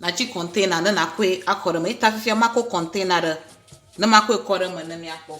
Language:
Ewe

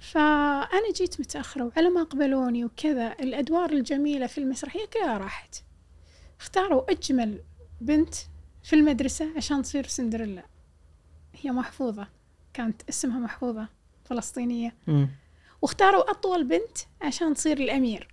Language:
Gulf Arabic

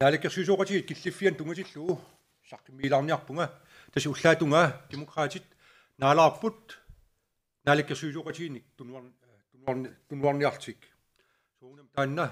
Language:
Kalaallisut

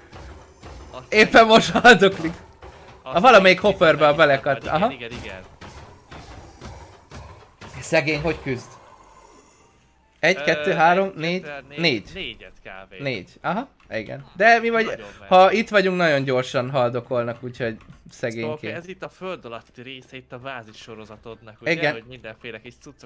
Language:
Hungarian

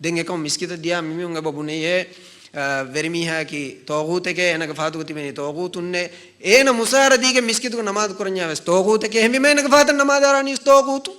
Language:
Divehi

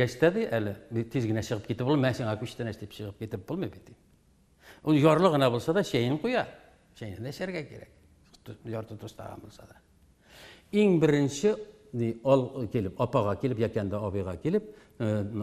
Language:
Tatar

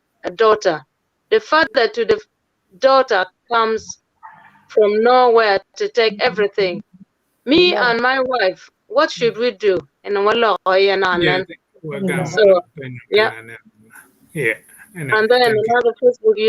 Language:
Acoli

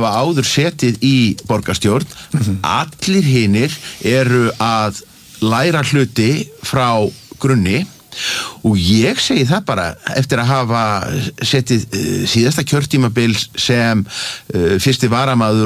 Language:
Icelandic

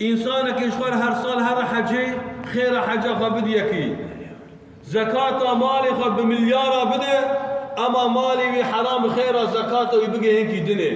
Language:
Kurdish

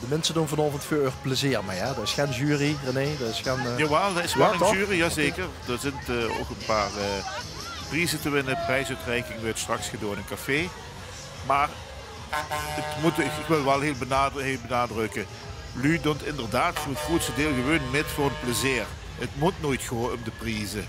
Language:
Limburgish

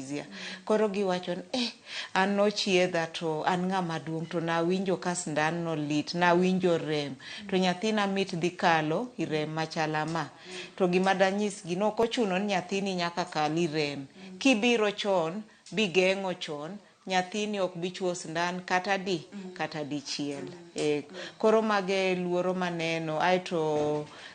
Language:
Luo (Kenya and Tanzania)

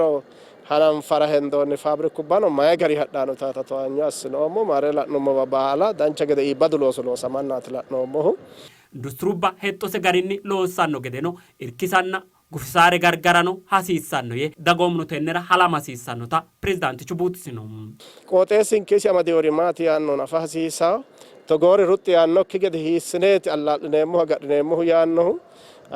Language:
Sidamo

